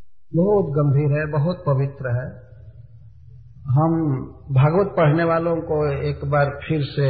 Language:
Hindi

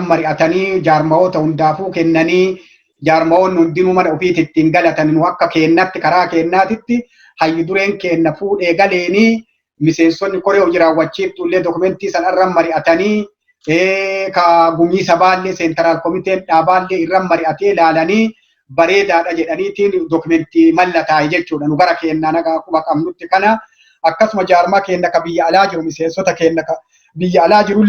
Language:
Oromo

